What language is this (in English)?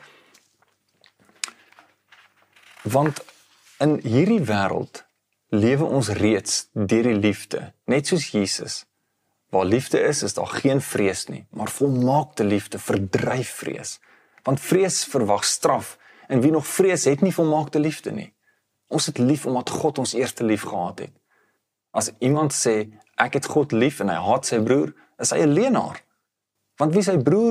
Afrikaans